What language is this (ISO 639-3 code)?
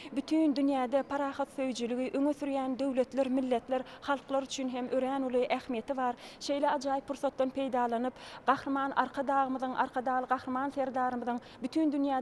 tuk